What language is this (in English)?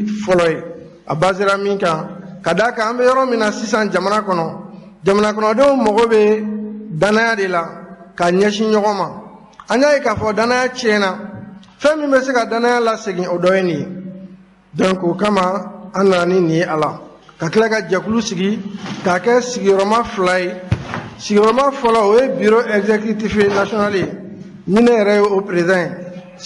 Bambara